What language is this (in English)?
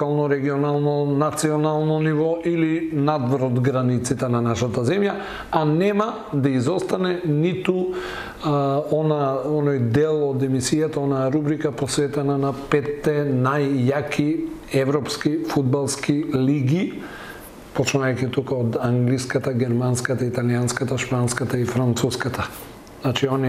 Macedonian